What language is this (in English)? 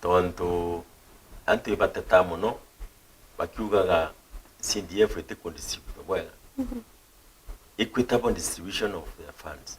Meru